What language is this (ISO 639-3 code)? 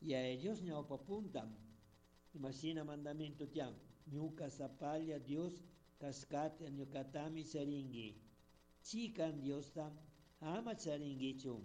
qug